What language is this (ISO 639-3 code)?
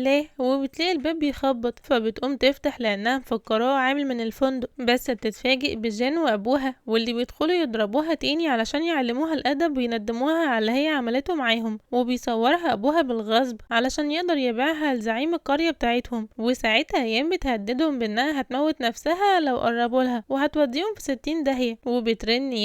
arz